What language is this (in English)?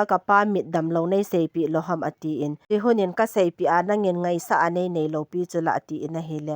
Thado Chin